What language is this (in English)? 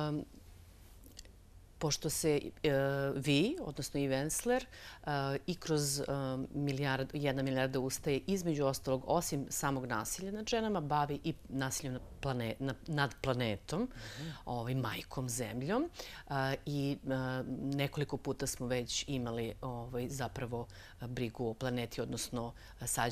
Serbian